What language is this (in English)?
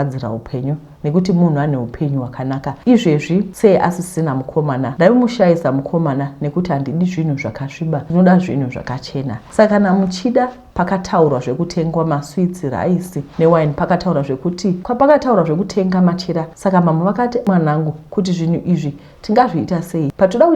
Shona